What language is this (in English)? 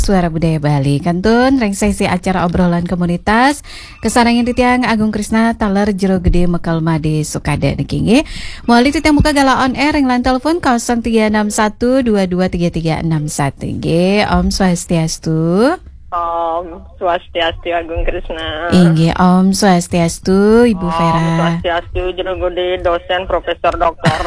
Balinese